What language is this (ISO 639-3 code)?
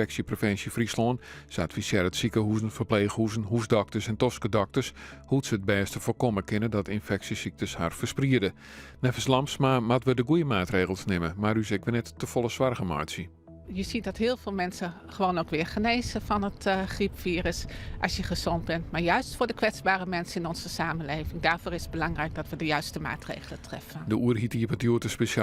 fry